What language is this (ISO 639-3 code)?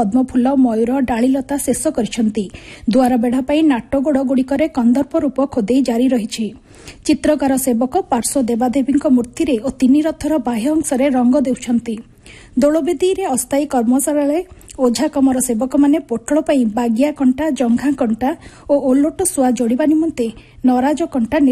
ori